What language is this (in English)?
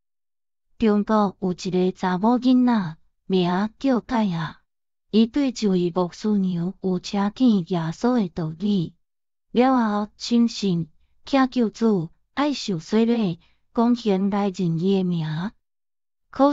Min Nan Chinese